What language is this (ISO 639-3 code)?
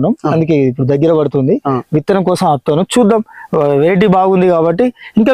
tel